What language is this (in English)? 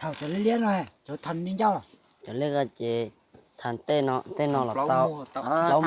Hmong